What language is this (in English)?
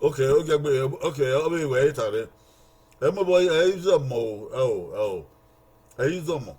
Bini